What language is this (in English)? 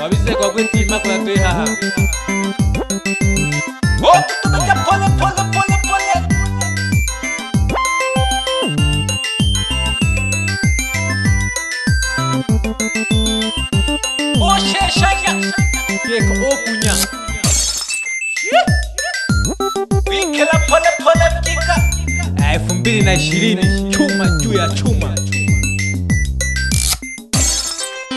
Swahili